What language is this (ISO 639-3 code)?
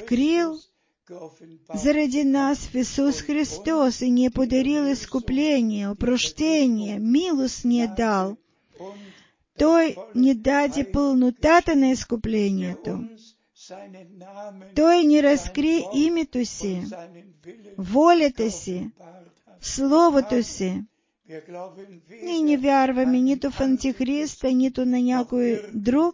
bul